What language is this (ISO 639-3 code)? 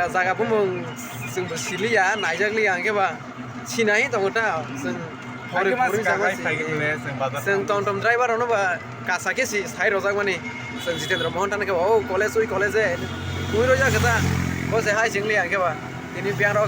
trp